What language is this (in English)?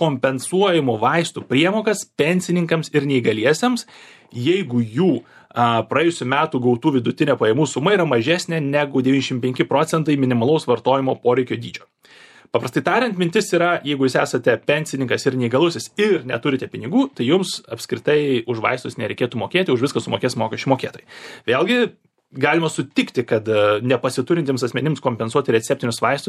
Lithuanian